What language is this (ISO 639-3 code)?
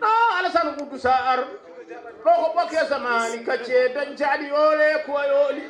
ful